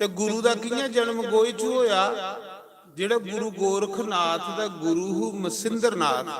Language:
Dogri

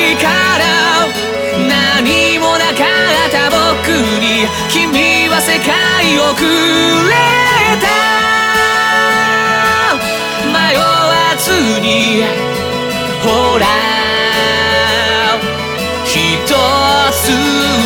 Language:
Japanese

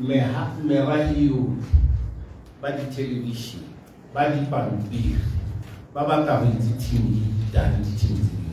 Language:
Tswana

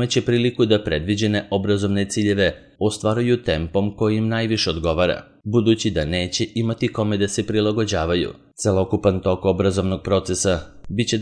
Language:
Serbian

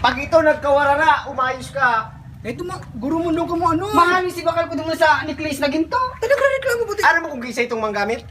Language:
Bikol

